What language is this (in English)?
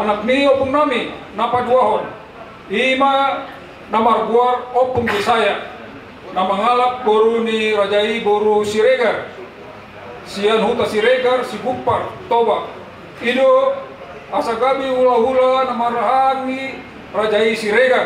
Batak Toba